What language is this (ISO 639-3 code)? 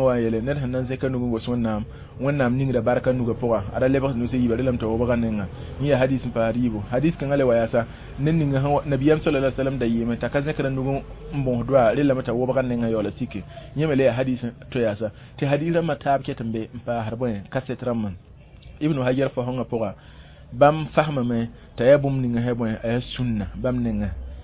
mos